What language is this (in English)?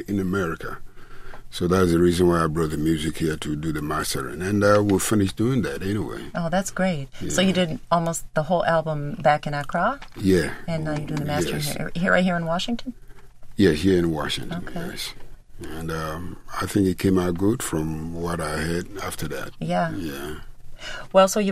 English